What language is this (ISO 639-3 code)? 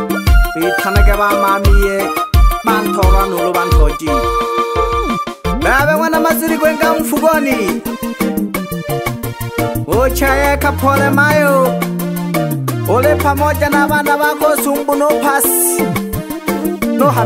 swa